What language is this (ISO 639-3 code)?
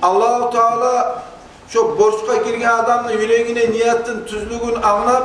kum